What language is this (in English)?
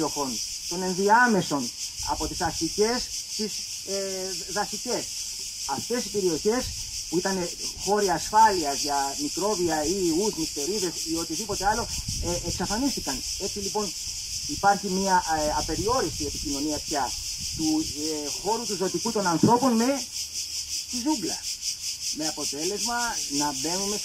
Greek